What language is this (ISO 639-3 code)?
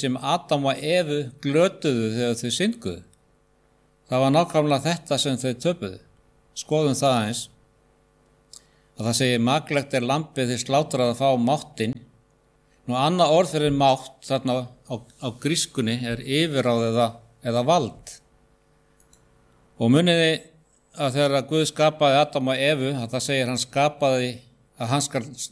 isl